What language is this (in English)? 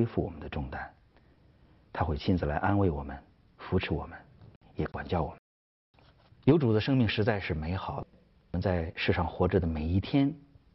Chinese